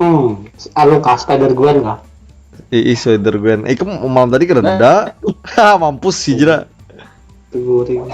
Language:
Banjar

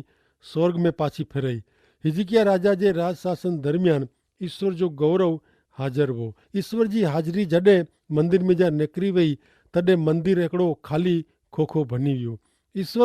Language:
Kachhi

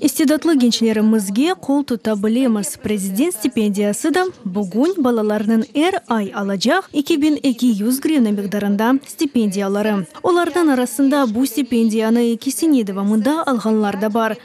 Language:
Crimean Tatar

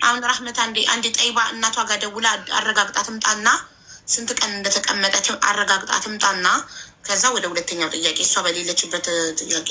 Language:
Amharic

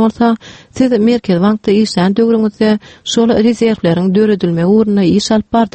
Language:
Turkmen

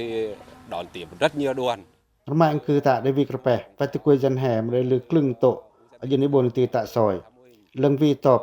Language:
Pacoh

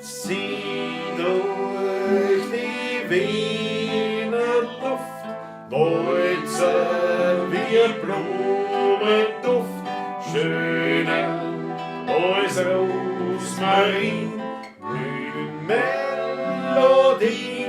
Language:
Bavarian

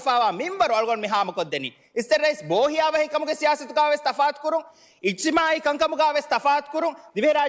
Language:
Divehi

